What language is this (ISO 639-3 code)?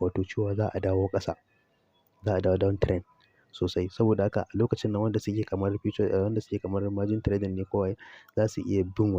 hau